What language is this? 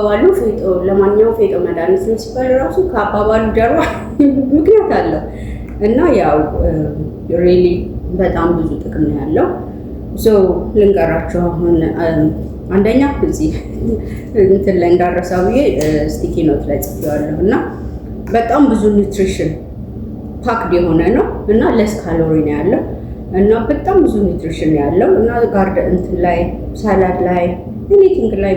Amharic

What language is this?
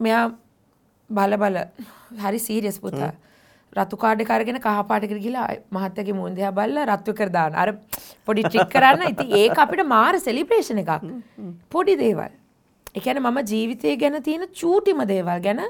Sinhala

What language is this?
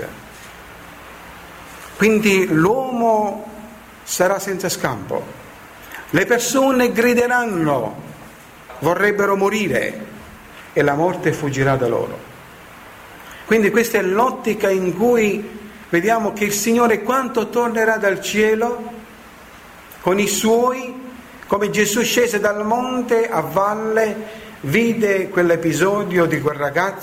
Italian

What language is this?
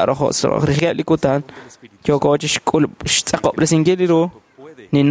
Kekchí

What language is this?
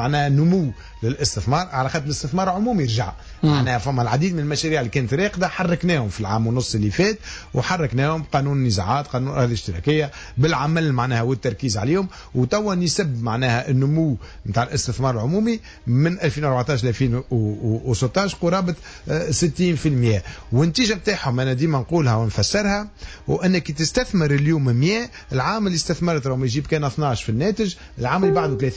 Tunisian Arabic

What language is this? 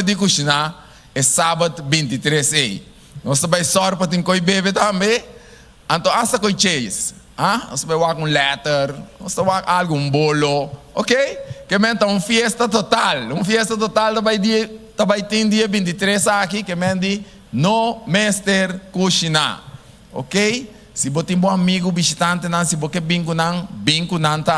Papiamento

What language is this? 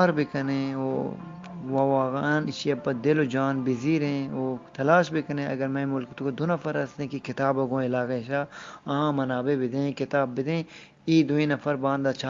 Eastern Balochi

